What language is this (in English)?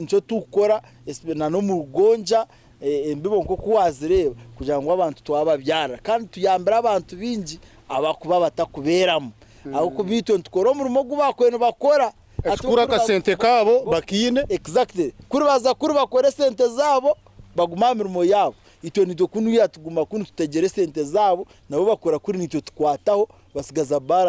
Nyankole